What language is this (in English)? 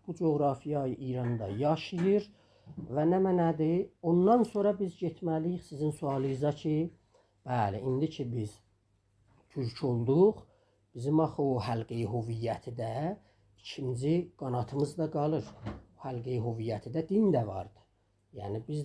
South Azerbaijani